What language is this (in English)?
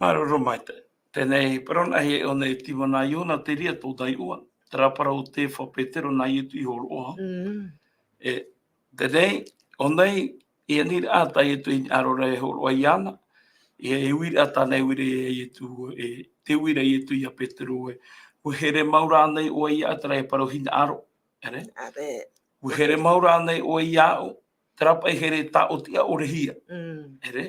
Tahitian